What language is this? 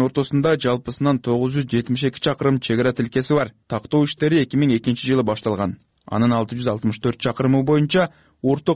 Kyrgyz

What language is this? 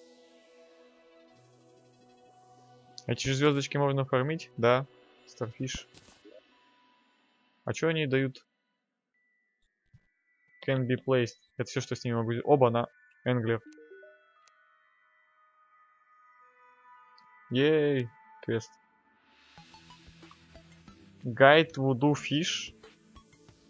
Russian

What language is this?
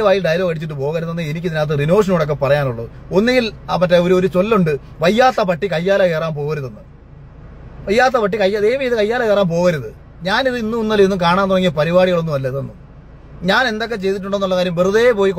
Malayalam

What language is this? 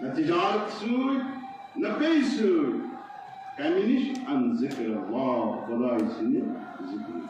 Kashmiri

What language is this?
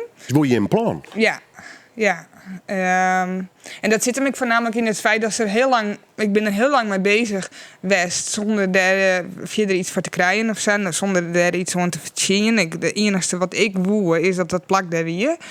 Western Frisian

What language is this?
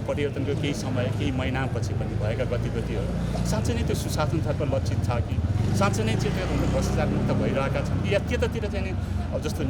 Nepali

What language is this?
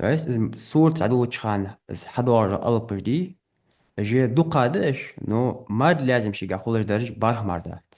Ingush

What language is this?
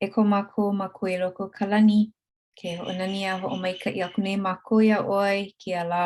Hawaiian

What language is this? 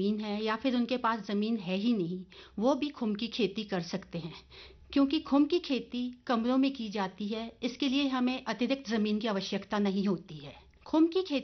Hindi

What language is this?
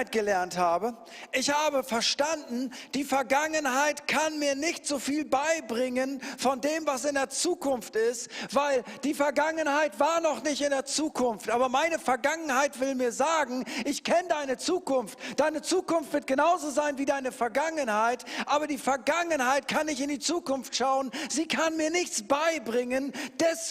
Swiss German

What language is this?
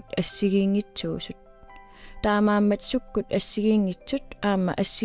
Kalaallisut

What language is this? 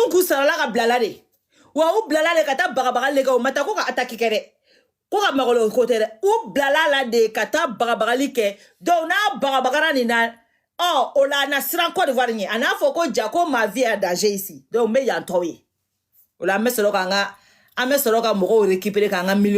Bambara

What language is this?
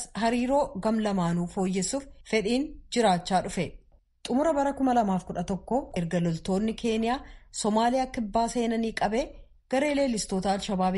Oromo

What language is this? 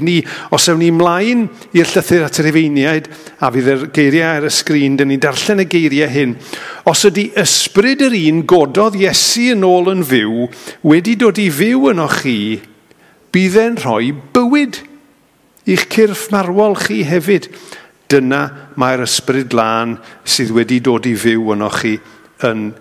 Welsh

